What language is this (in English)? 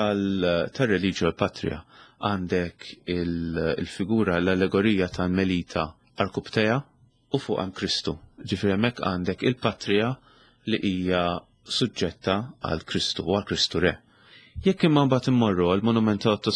Maltese